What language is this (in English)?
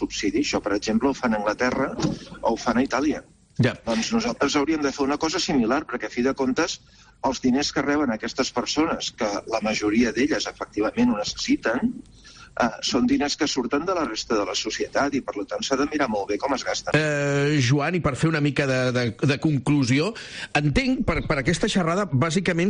Catalan